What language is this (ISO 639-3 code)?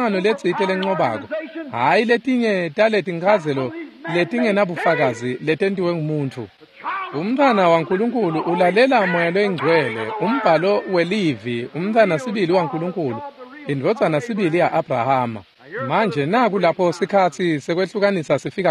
ssw